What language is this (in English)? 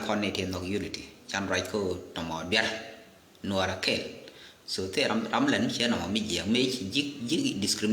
Nuer